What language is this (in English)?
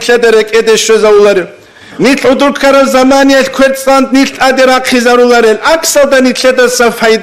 Avaric